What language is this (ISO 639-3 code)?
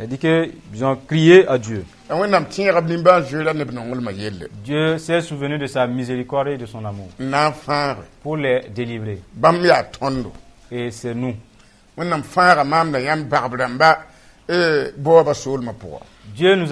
mos